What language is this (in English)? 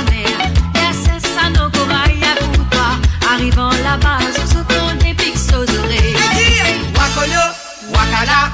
Morisyen